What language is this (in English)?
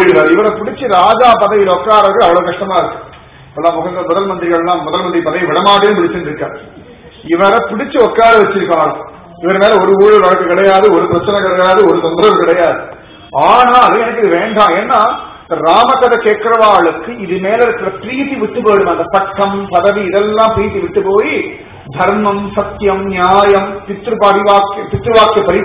Tamil